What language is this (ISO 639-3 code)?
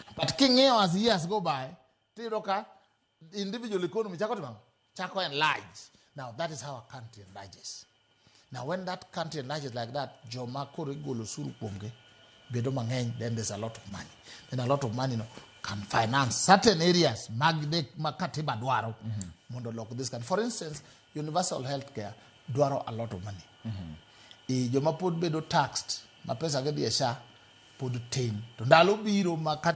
luo